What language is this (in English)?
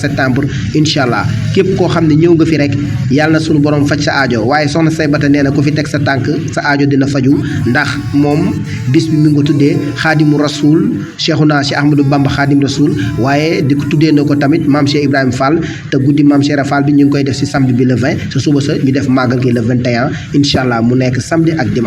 Wolof